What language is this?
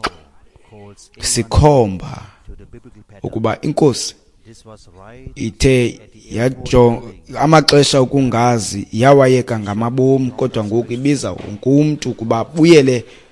Xhosa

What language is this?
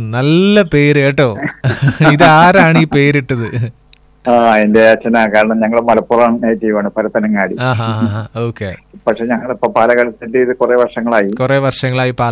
Malayalam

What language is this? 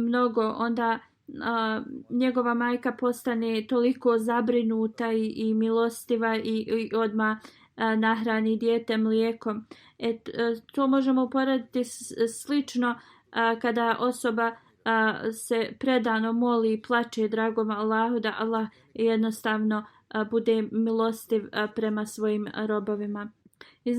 Bosnian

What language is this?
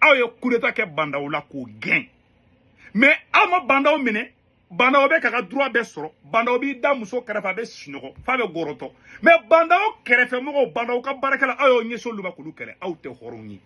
Bambara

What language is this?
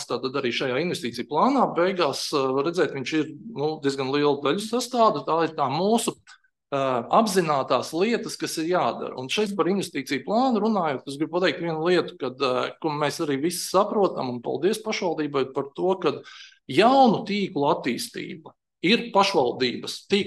Latvian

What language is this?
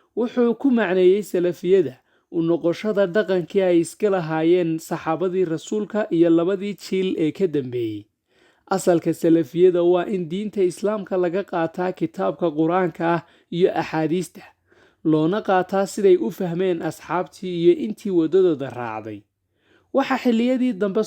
Somali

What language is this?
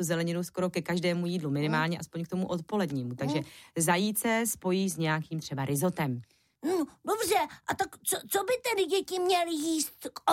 Czech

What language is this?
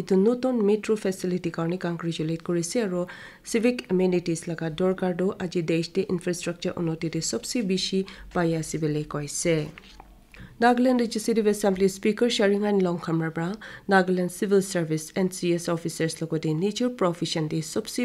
Naga Pidgin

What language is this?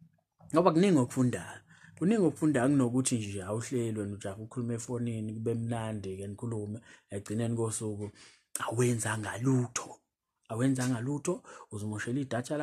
Zulu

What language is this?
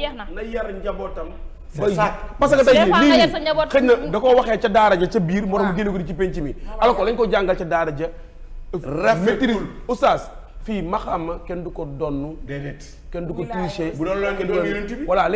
Wolof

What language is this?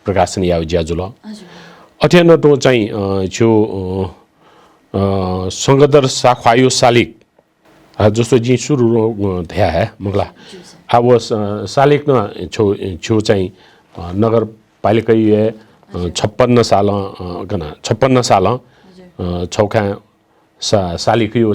Newari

